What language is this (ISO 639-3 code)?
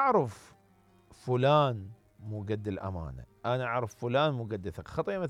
acm